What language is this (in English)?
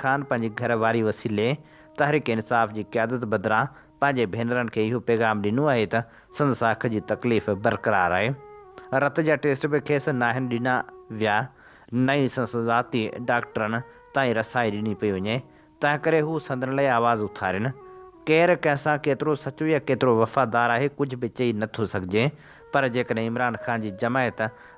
Sindhi